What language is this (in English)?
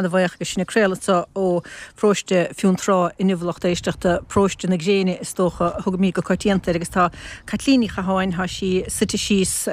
Irish